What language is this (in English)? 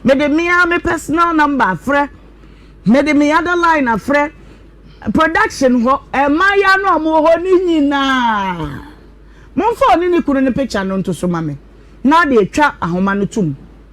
Akan